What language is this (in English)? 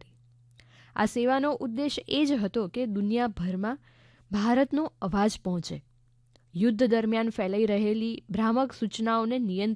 Gujarati